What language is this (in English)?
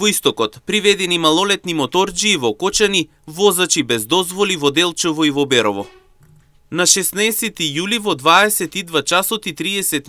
Macedonian